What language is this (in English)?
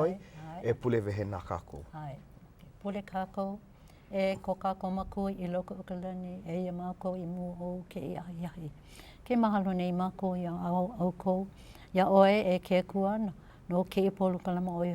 Hawaiian